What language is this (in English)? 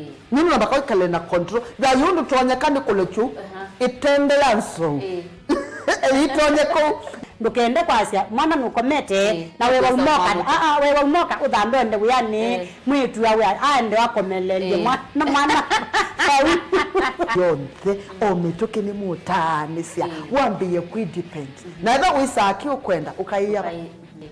Kamba